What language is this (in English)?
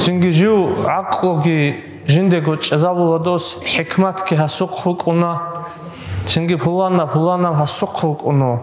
Avaric